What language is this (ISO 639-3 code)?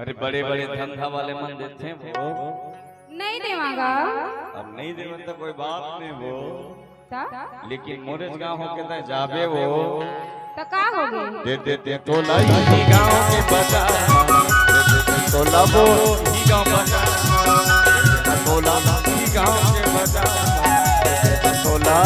hne